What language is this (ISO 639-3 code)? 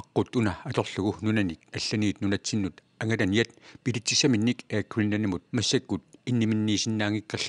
kal